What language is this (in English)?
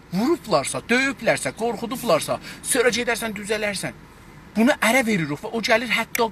South Azerbaijani